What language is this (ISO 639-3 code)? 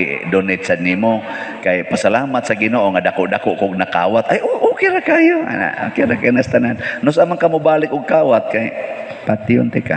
ceb